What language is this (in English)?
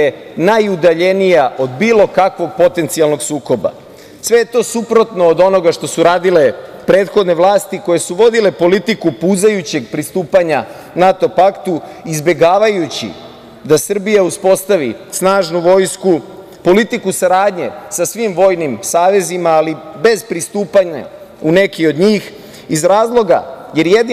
Serbian